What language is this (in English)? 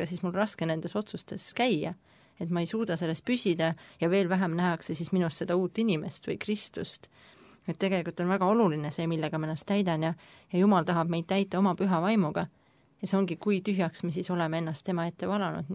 Estonian